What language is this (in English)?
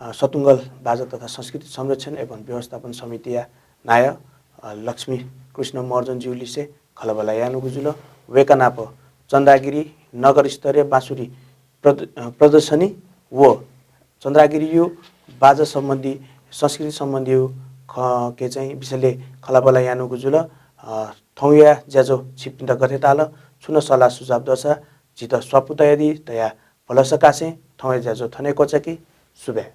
Newari